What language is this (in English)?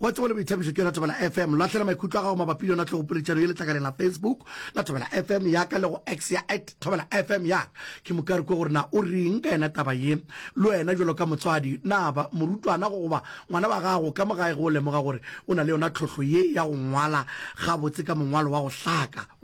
Northern Sotho